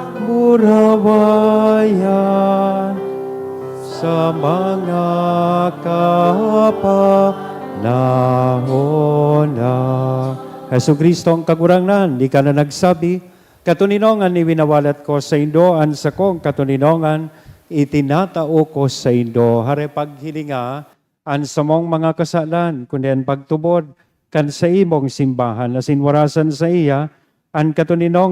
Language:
Bikol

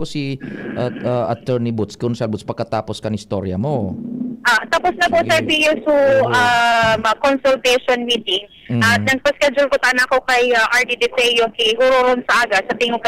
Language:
Bikol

